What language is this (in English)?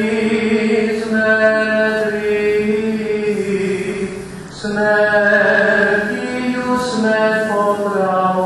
Rusyn